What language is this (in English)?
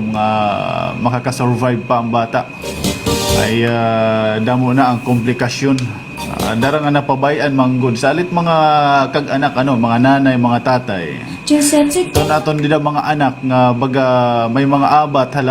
Waray